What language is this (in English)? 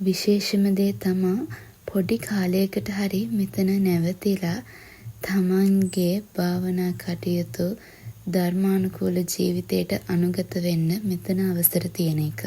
Sinhala